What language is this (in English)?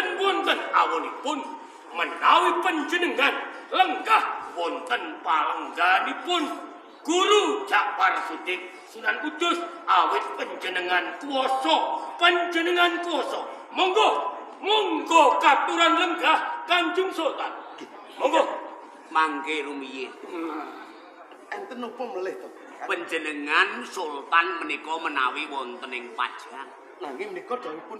Javanese